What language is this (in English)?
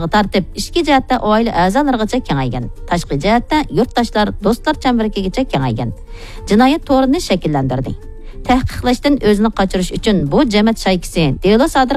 Uyghur